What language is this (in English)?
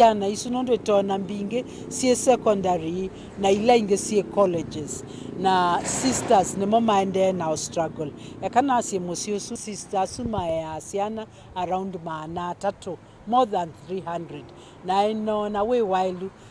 Kamba